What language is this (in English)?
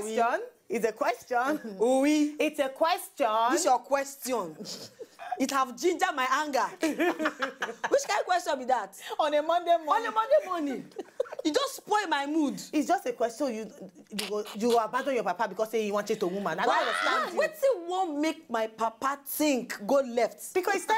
Nigerian Pidgin